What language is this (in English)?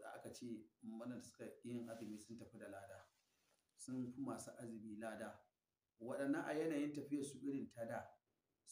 Hausa